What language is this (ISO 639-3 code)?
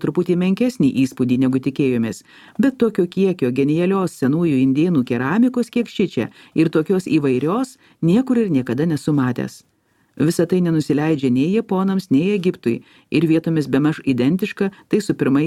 lit